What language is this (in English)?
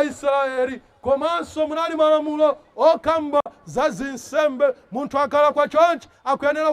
Nyanja